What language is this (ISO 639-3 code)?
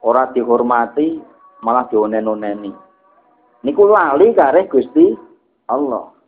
jav